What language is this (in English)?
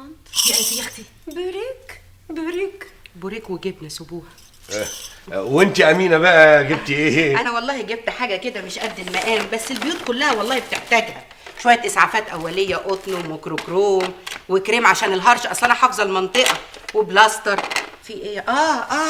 Egyptian Arabic